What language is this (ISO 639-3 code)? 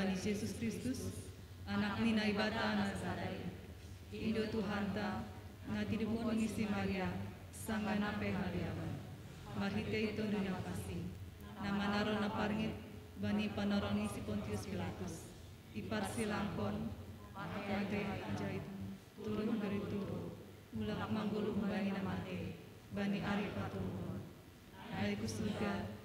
bts